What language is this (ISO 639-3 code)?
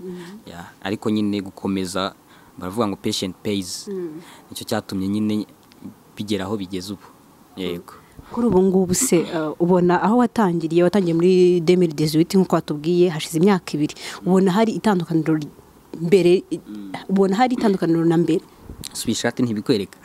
kin